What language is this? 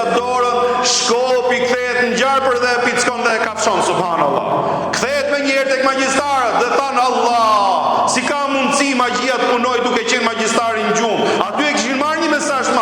Albanian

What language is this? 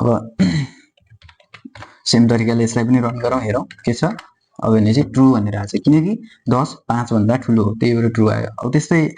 Nepali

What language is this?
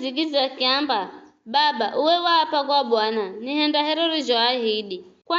Giryama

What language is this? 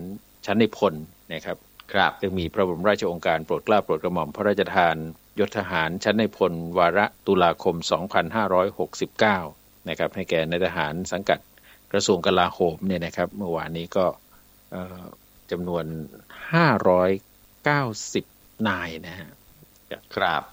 Thai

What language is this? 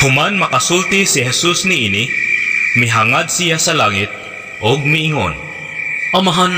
Cebuano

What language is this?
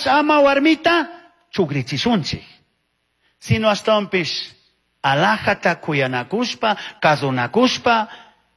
Chimborazo Highland Quichua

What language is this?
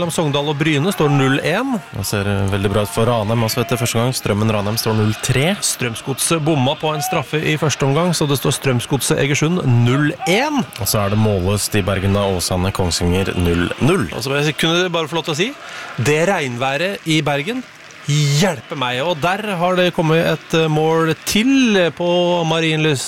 Norwegian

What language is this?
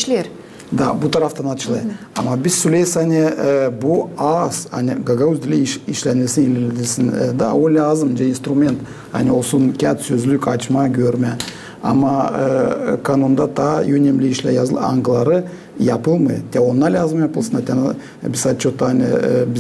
Gagauz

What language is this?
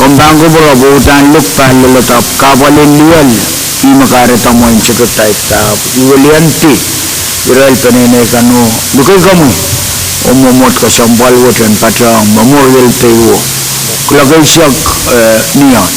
Pohnpeian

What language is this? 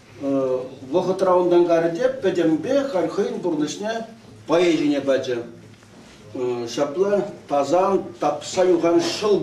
Chuvash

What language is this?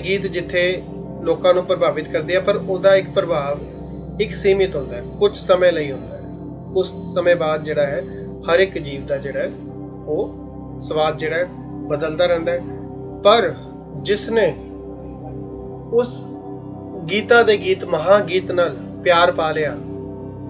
Punjabi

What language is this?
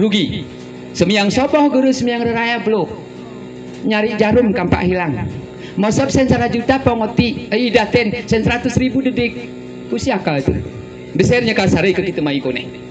Gayo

